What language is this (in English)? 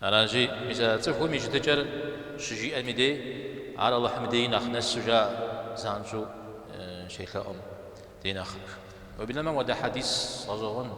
Kabardian